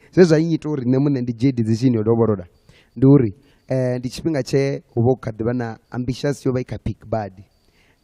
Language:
Venda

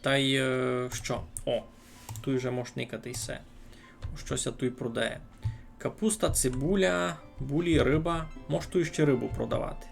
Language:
Rusyn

